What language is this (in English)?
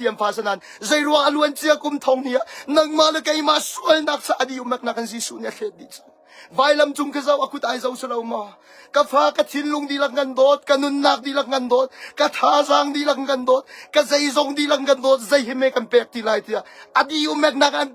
Hakha Chin